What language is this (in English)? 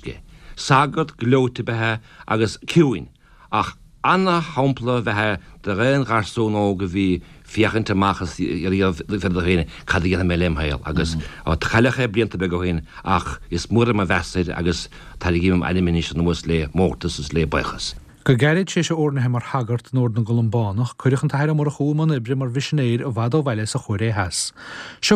Irish